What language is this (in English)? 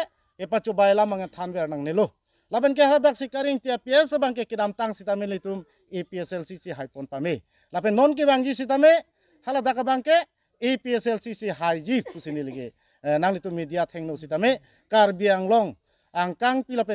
Karbi